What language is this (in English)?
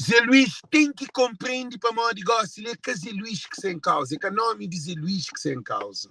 Kabuverdianu